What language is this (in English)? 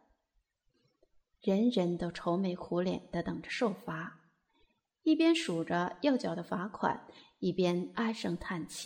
Chinese